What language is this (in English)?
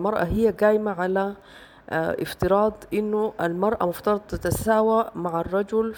Sudanese Arabic